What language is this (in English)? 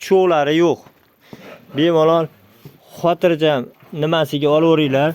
Uzbek